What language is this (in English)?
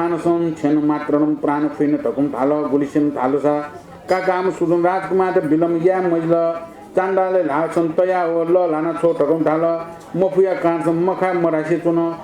Newari